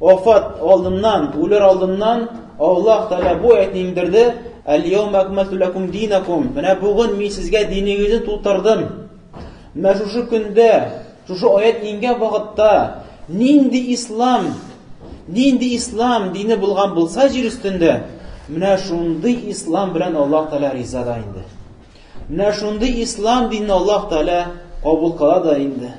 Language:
Tatar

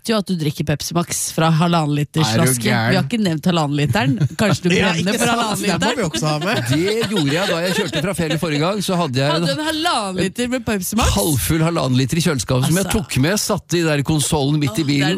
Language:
Norwegian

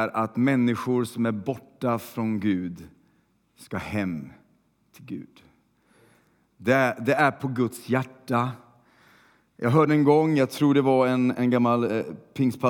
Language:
Swedish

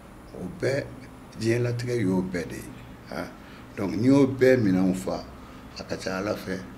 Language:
Bambara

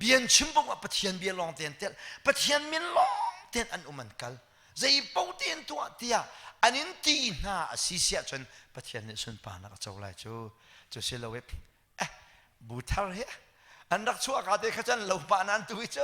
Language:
Hakha Chin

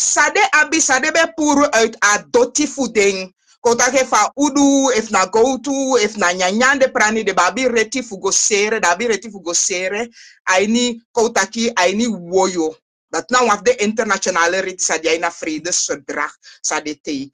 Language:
Sranan Tongo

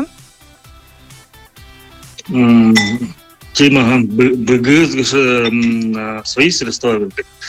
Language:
Buriat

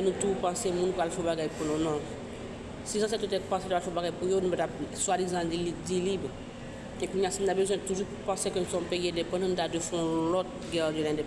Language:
Haitian Creole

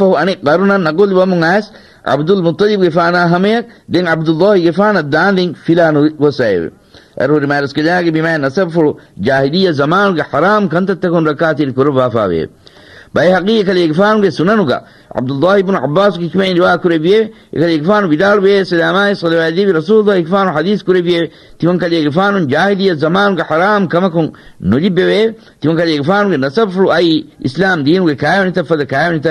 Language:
Divehi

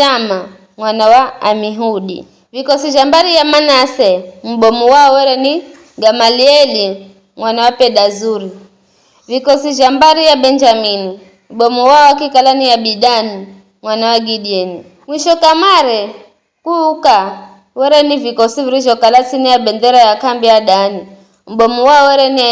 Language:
Giryama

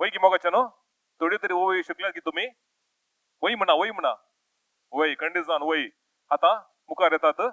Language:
Konkani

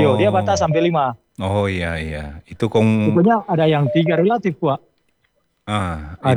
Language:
Indonesian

